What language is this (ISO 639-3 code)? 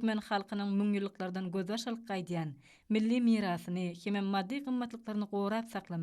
tuk